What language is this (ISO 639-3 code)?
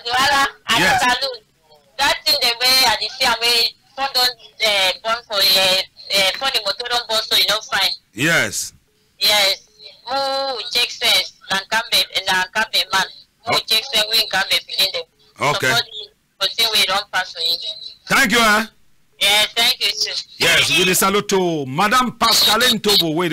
wes